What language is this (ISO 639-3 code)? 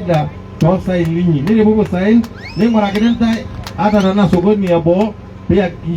mas